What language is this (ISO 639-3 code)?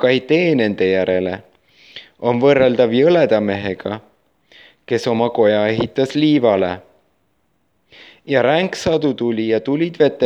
est